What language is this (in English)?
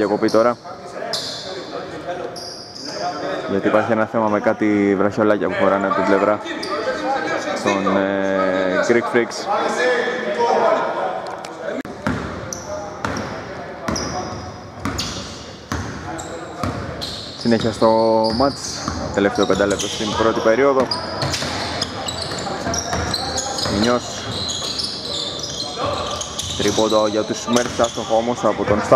Greek